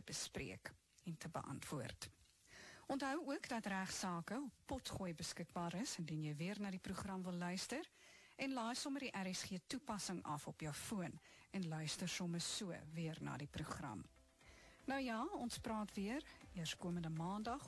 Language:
Afrikaans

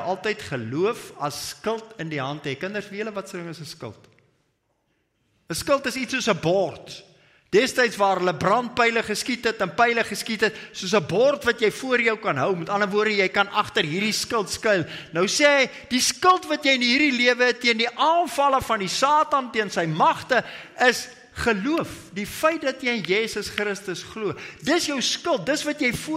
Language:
Afrikaans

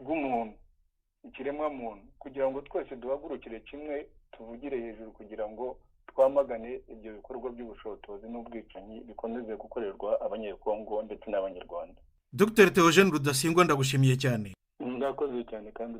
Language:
Kinyarwanda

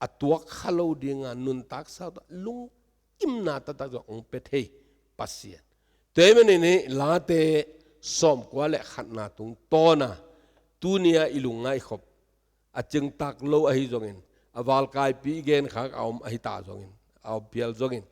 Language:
Tedim Chin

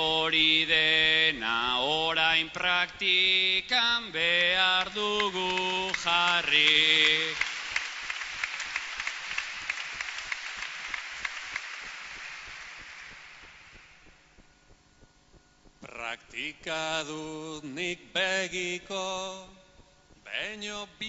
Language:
Basque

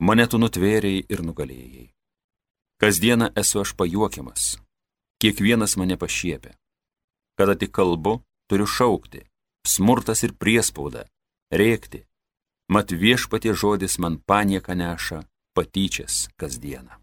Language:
Lithuanian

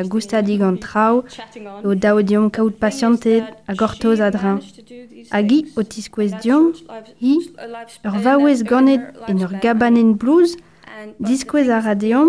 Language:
Breton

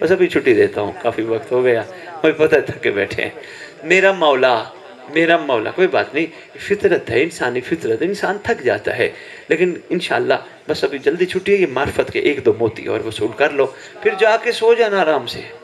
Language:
Urdu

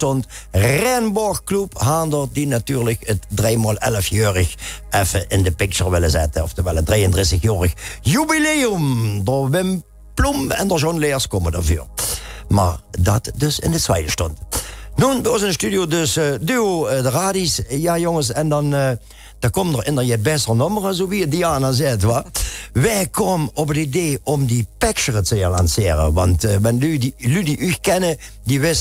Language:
Limburgish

